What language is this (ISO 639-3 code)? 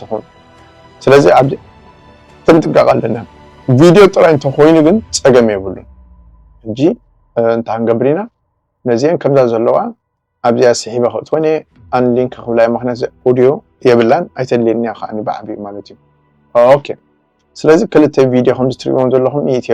tir